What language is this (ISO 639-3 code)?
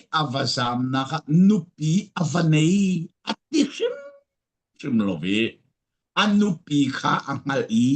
cfm